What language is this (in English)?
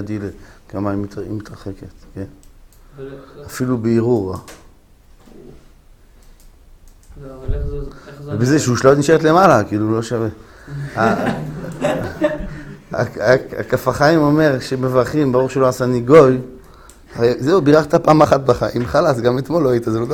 Hebrew